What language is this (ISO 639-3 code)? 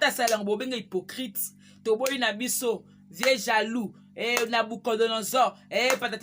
lin